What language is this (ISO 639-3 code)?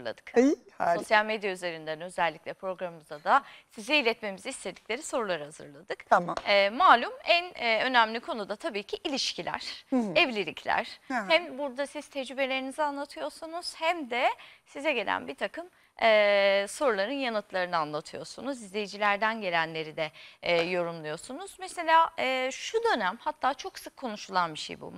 tur